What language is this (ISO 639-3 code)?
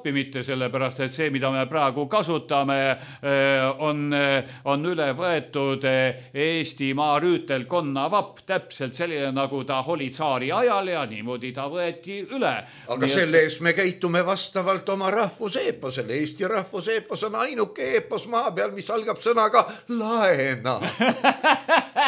est